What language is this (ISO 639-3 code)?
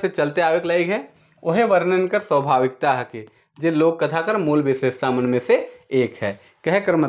sck